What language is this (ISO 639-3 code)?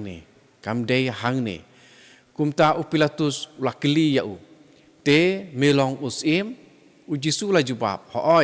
kha